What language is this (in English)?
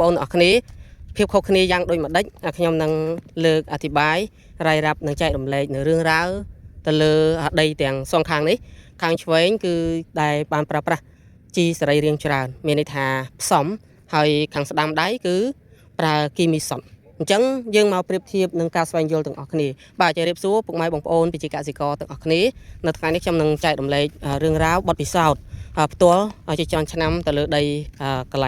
Khmer